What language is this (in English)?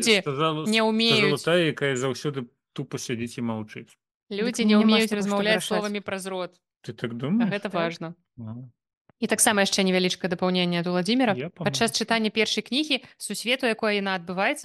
Belarusian